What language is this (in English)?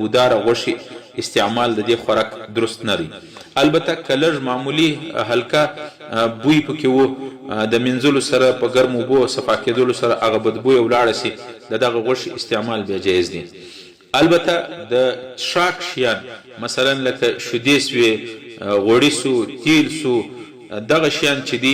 Pashto